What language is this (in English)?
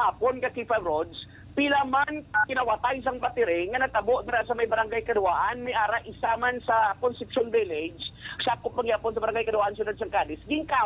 Hiligaynon